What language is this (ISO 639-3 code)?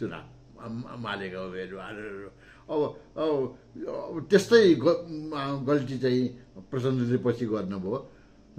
nep